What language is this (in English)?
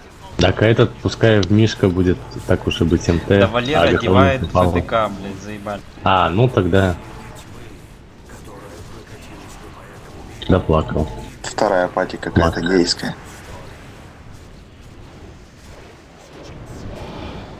Russian